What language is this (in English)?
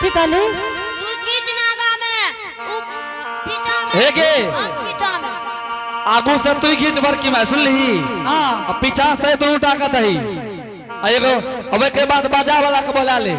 Angika